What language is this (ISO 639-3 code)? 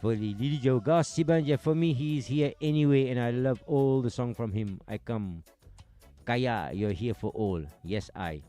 mfe